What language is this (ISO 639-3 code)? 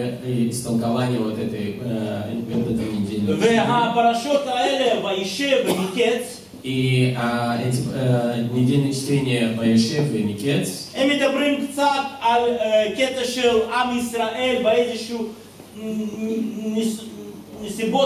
rus